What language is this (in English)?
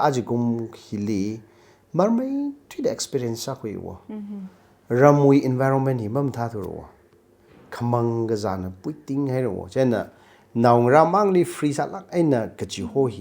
Tangkhul Naga (India)